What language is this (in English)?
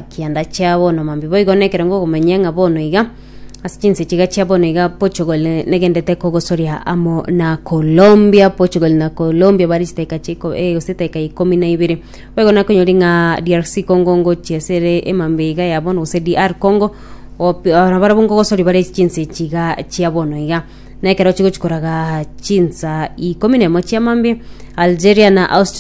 Gusii